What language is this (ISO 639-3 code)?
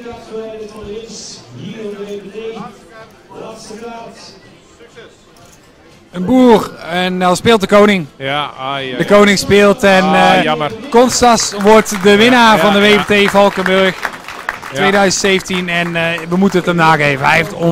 nld